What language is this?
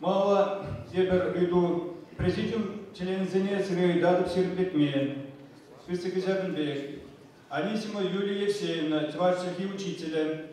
Chuvash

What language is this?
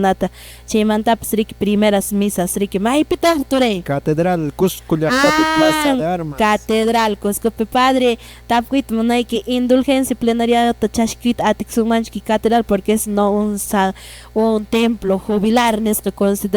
Quechua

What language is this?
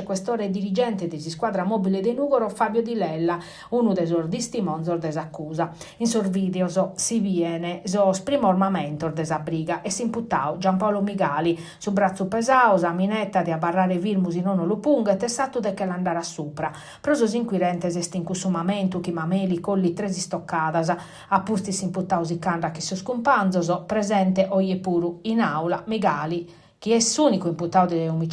Sardinian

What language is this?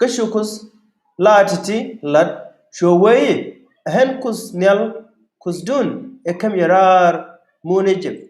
Nuer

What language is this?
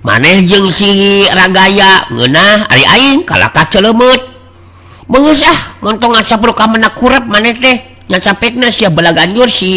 Sundanese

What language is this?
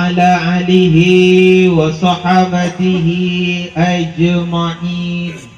Makasar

